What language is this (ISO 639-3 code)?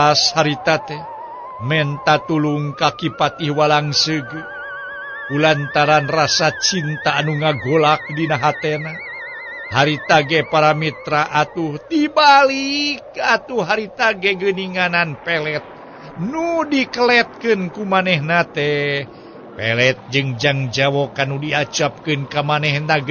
sun